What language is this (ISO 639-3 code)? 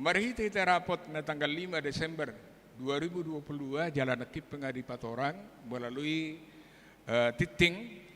bbc